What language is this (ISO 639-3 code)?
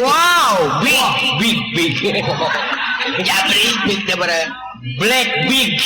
sun